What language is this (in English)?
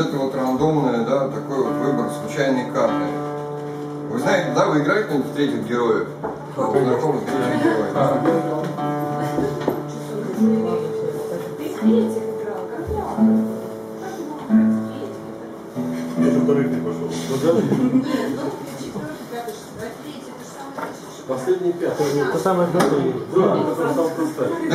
Russian